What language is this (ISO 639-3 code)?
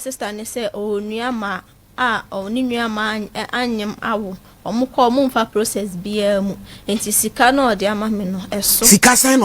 aka